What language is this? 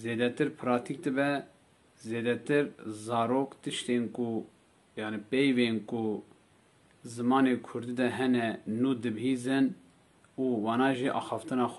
Kurdish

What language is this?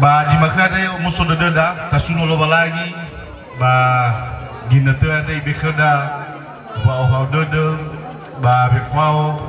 Nias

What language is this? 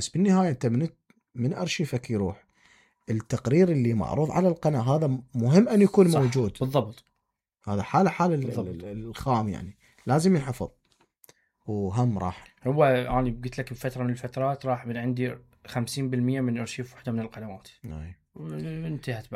Mesopotamian Arabic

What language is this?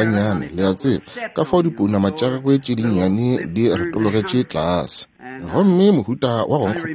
Northern Sotho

